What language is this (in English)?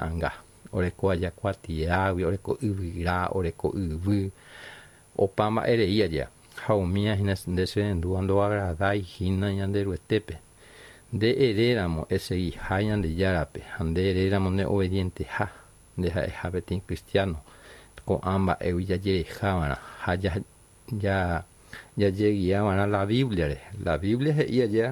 Guarani